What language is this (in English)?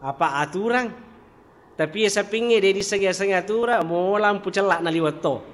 Buginese